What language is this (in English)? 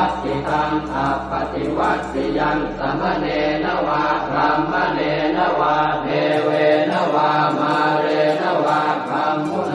Pali